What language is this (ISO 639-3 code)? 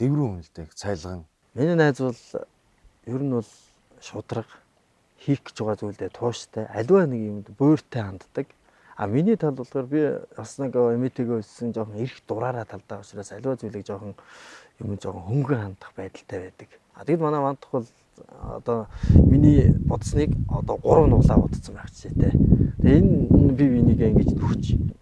mon